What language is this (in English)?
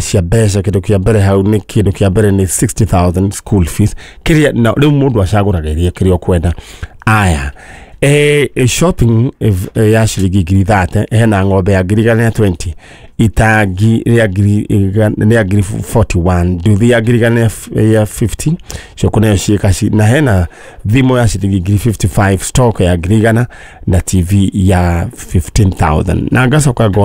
Kikuyu